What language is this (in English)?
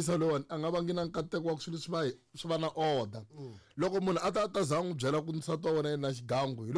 Tsonga